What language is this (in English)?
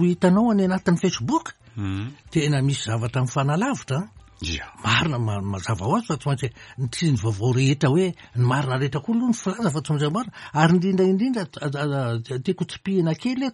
Malagasy